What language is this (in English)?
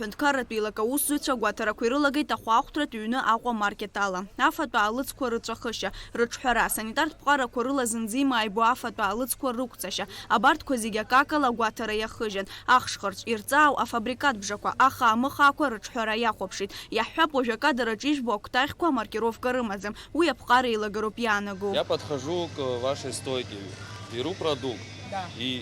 Abkhazian